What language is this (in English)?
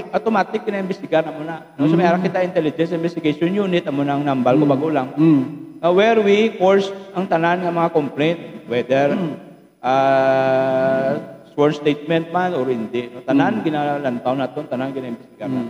Hiligaynon